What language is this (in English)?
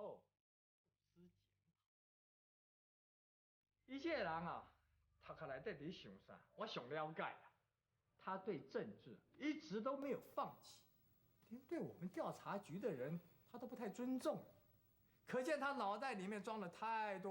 Min Nan Chinese